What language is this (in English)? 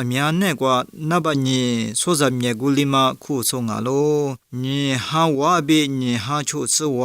Lisu